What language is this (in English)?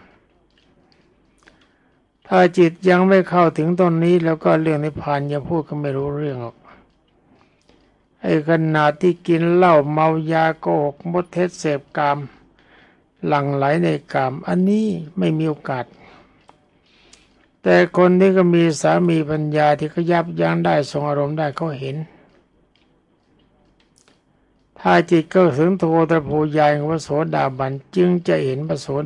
Thai